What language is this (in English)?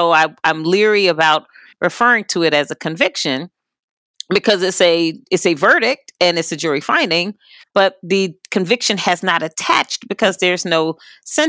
English